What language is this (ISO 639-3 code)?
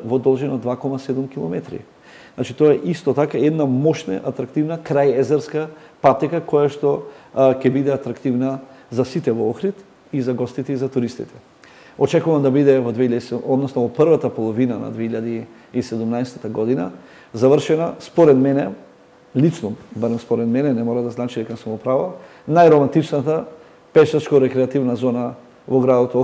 mkd